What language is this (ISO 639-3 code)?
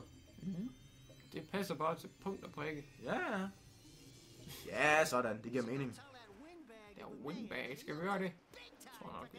dan